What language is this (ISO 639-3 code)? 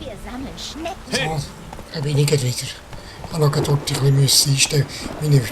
gsw